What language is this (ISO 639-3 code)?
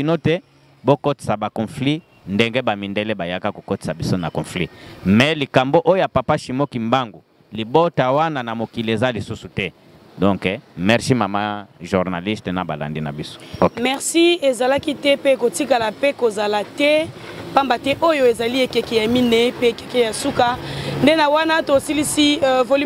lin